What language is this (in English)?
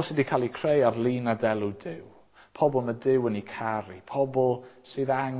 Welsh